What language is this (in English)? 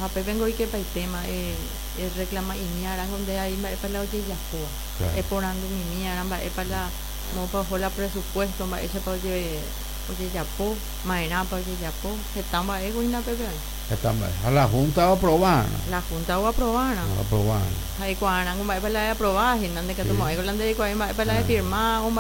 Guarani